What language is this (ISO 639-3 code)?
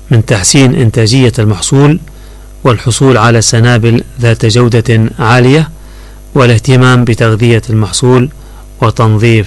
ara